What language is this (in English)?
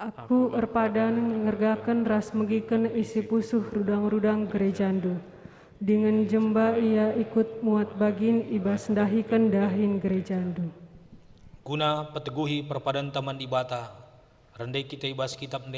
Batak Karo